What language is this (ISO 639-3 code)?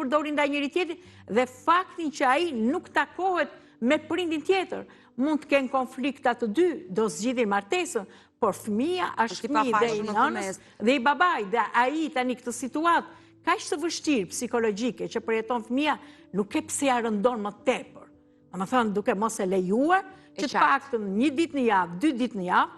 sqi